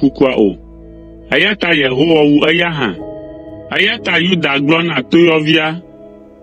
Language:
Ewe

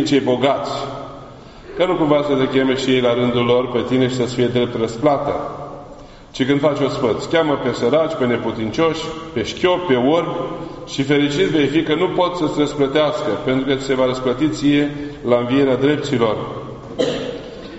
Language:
Romanian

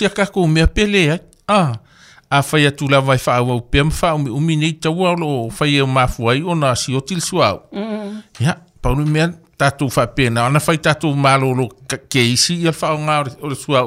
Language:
Samoan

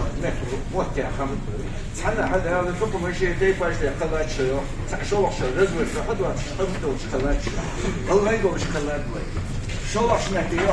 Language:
Ingush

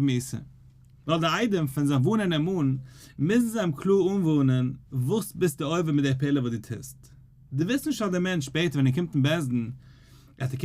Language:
Yiddish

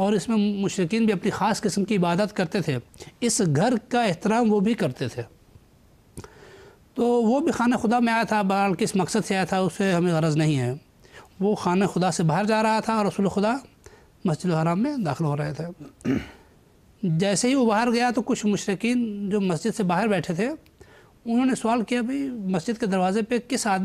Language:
Urdu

